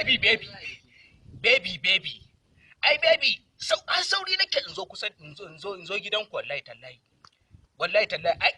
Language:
Hausa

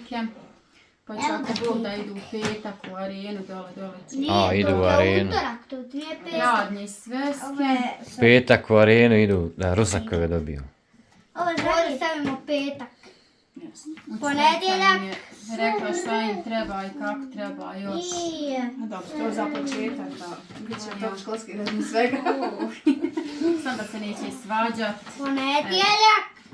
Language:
Bosnian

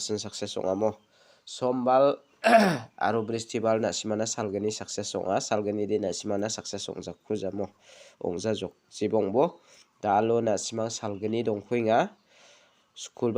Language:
Garo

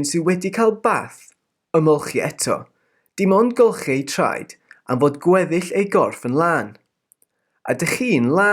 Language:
Welsh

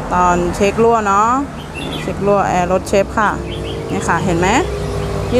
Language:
Thai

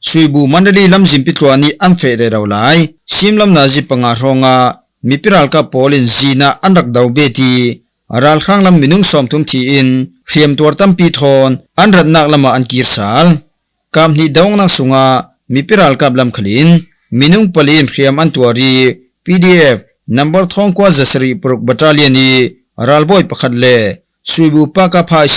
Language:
Falam Chin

